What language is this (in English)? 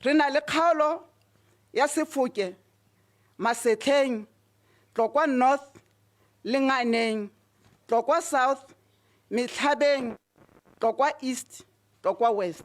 Tswana